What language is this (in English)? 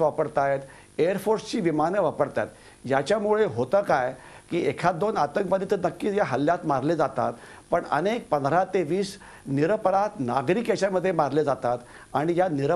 Marathi